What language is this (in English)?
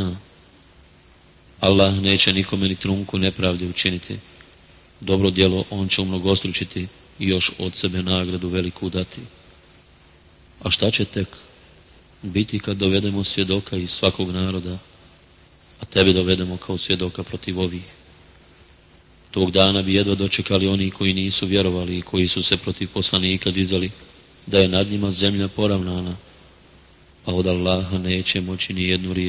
Bosnian